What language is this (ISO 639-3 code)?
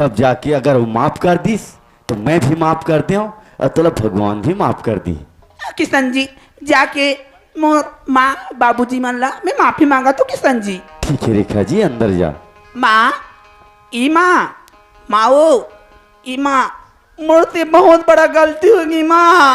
hne